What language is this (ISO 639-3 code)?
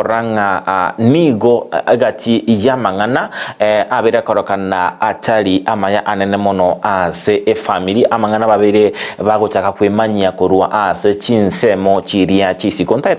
guz